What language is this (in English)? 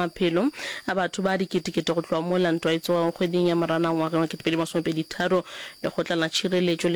Northern Sotho